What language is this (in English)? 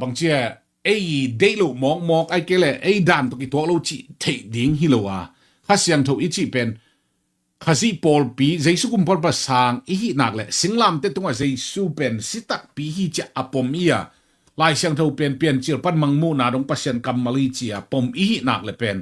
Tedim Chin